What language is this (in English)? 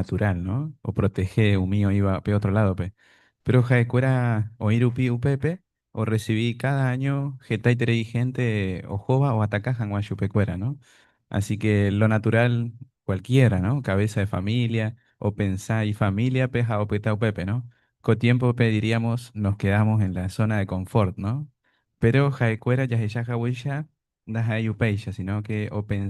Guarani